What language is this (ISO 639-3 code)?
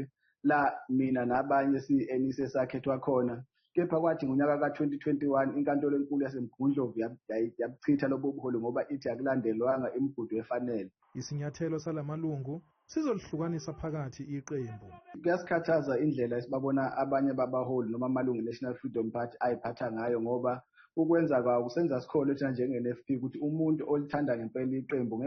zul